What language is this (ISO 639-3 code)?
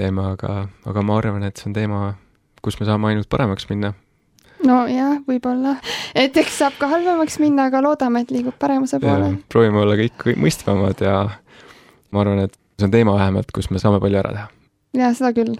est